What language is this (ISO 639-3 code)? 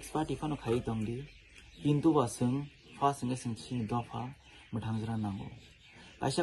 trp